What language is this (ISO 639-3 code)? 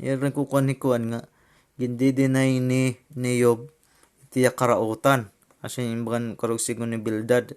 war